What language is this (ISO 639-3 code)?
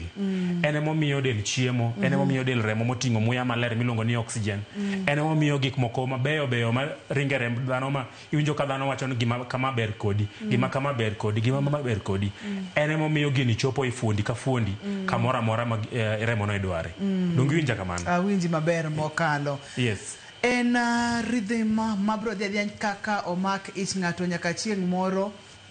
luo